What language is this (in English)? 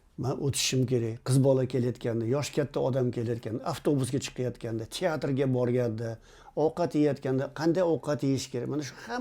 Uzbek